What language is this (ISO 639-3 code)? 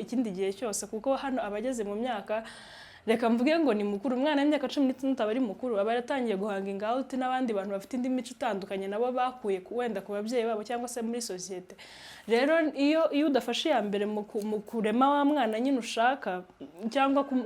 kin